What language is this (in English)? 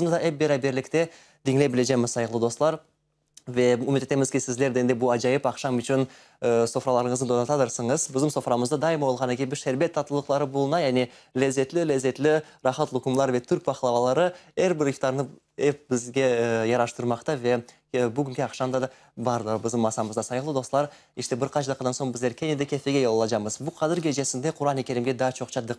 Crimean Tatar